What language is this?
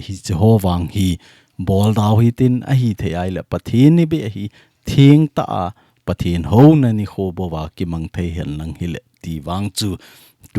Thado Chin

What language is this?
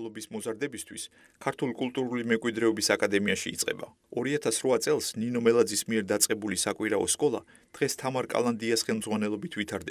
Georgian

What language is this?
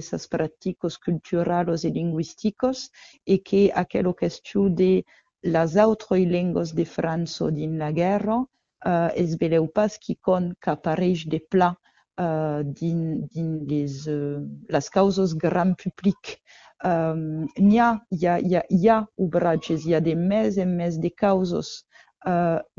Occitan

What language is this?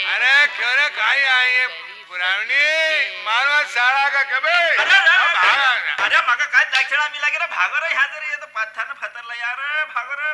Marathi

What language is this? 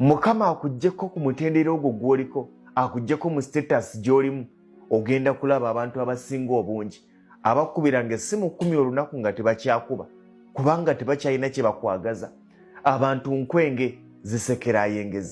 Ganda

